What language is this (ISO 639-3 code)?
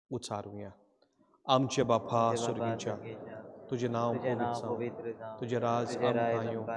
kok